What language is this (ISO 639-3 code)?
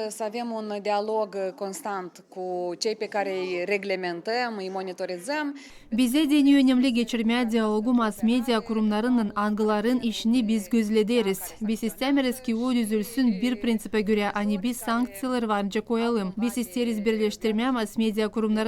gag